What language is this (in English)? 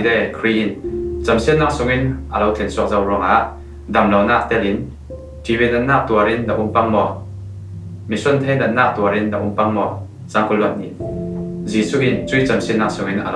Falam Chin